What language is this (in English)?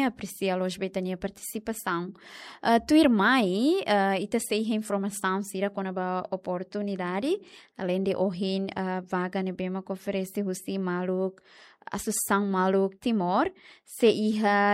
Tetum